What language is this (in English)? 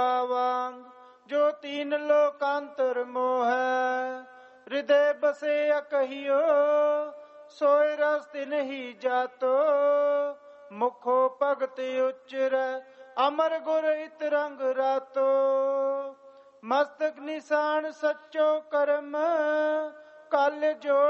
Punjabi